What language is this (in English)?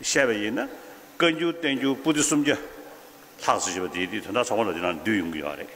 Tibetan